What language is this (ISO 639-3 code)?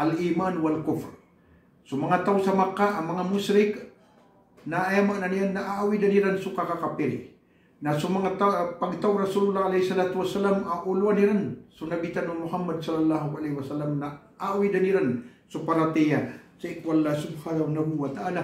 mrw